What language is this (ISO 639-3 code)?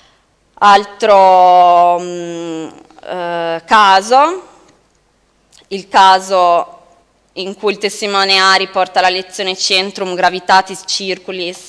ita